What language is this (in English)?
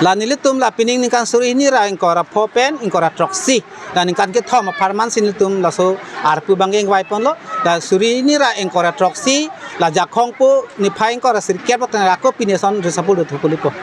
Karbi